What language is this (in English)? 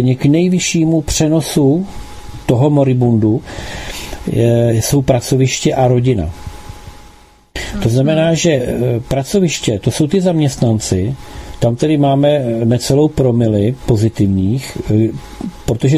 Czech